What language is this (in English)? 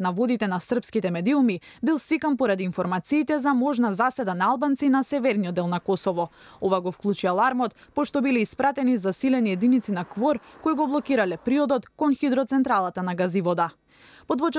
Macedonian